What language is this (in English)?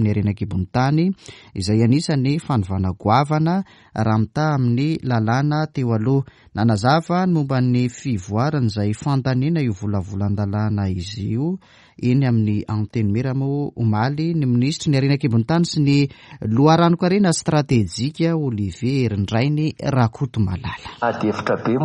Malagasy